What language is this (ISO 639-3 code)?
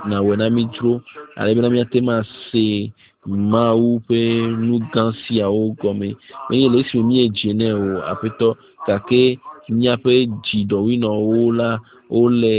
ewe